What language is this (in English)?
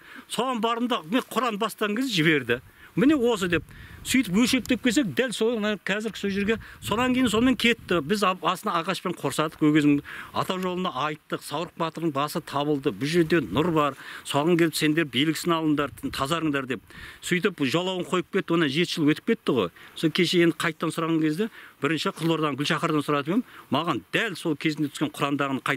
Kazakh